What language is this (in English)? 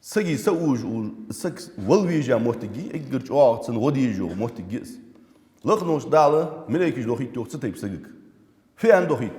Ingush